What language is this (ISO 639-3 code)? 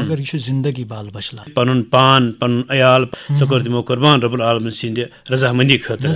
kas